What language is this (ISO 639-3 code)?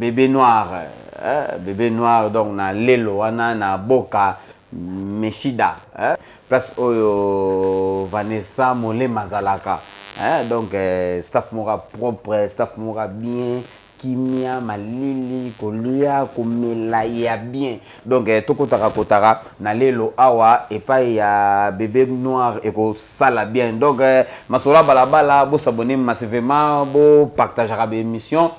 lin